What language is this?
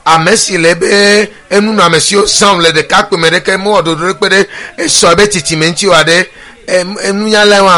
Ewe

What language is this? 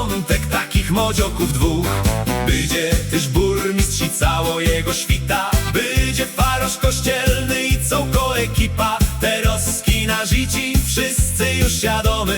Silesian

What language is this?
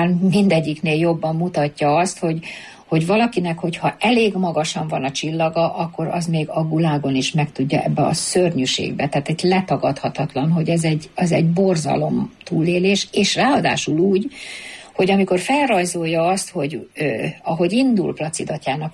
Hungarian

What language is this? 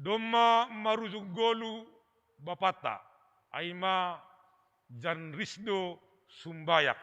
Batak Simalungun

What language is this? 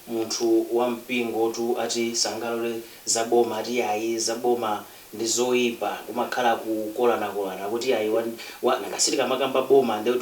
Nyanja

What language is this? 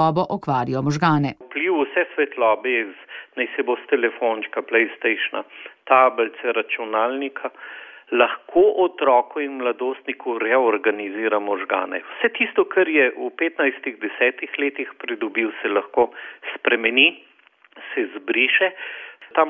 Slovenian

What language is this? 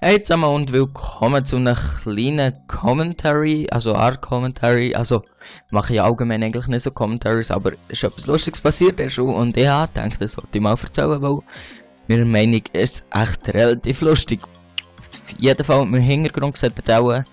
Swiss German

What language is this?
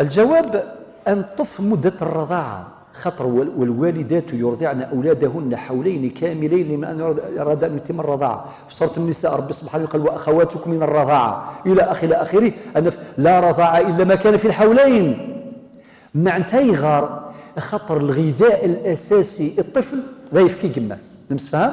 Kabyle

